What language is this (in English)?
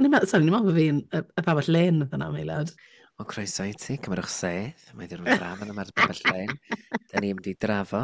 Welsh